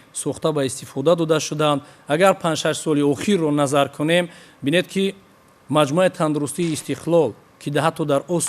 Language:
Tajik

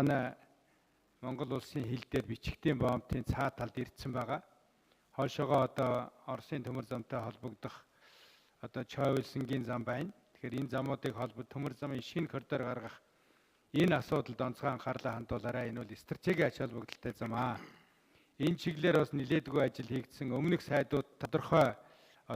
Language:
Mongolian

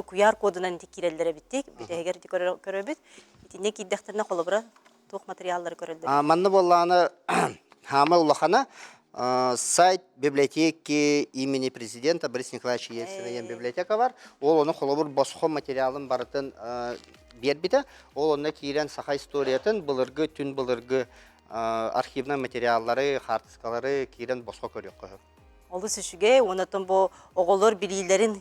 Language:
Yakut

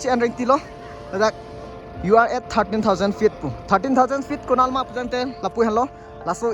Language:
Karbi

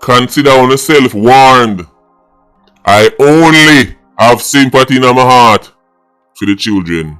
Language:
Jamaican Creole English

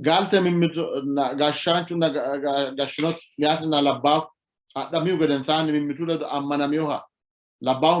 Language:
Sidamo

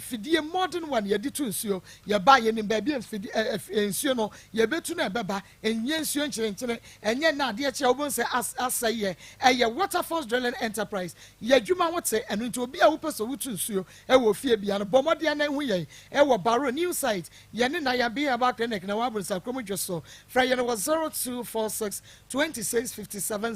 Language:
Akan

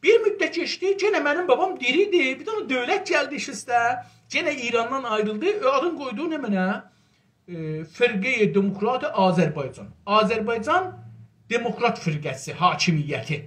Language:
South Azerbaijani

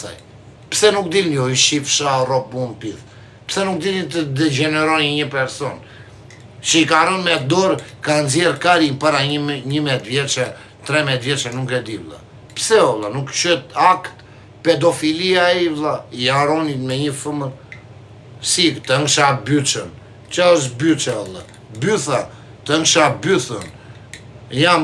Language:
Albanian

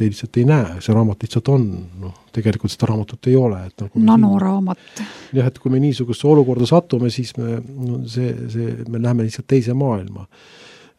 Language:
Estonian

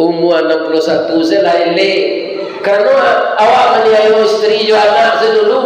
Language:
Minangkabau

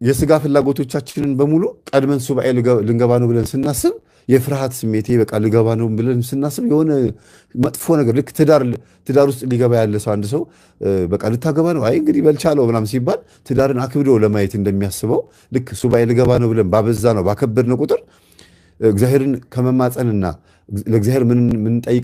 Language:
Amharic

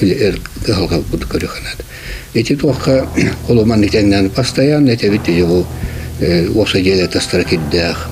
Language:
Yakut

